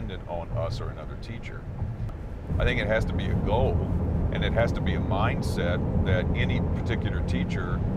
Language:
English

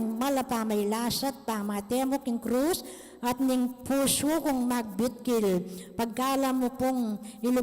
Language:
Pampanga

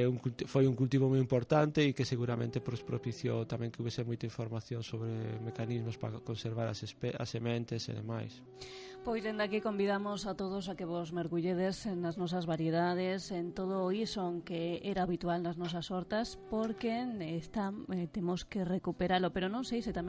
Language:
Galician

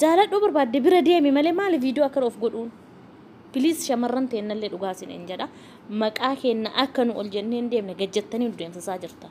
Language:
Oromo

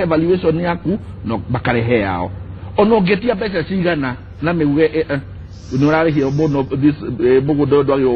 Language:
Kikuyu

